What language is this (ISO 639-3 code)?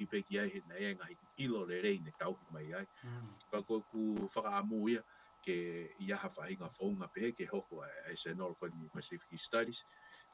ton